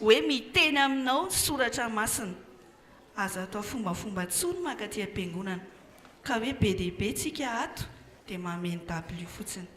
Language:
Malagasy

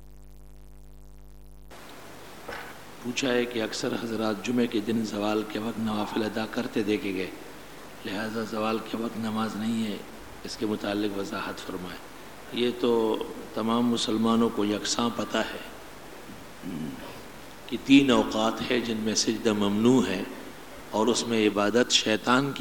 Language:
Urdu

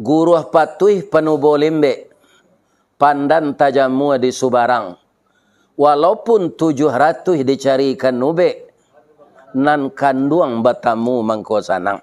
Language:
Minangkabau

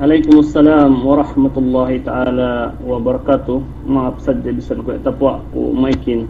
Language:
Yakan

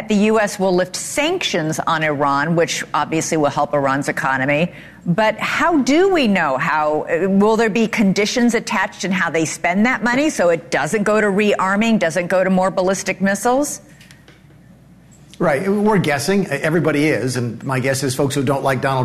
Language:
English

